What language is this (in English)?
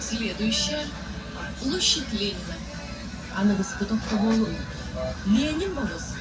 Yakut